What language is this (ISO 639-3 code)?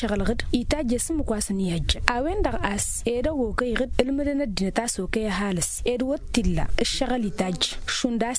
taq